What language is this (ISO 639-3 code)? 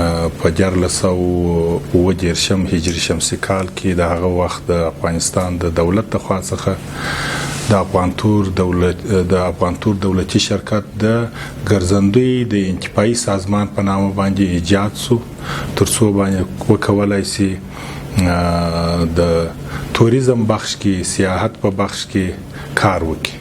pus